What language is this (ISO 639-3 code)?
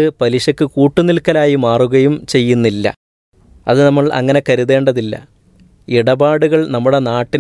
mal